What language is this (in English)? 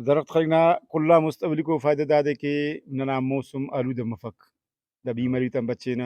Brahui